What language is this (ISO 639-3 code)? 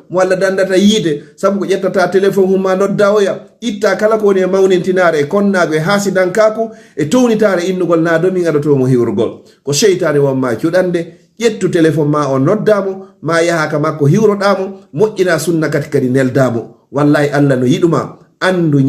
ful